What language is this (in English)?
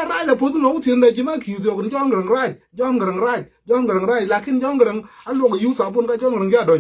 Nuer